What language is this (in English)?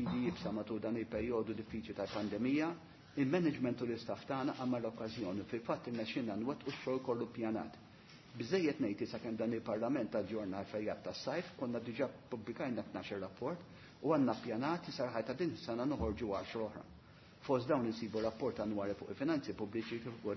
Maltese